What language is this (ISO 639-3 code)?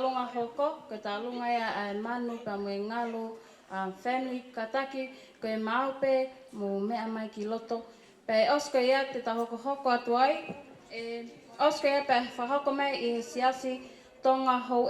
ton